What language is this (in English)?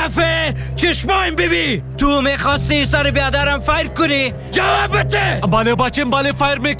Persian